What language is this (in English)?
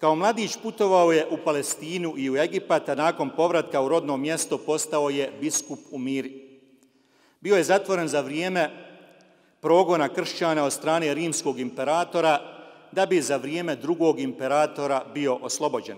Bosnian